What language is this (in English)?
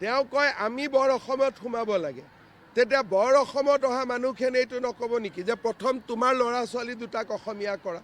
Assamese